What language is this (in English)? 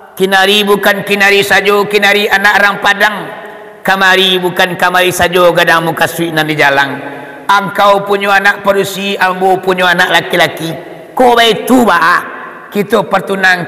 Minangkabau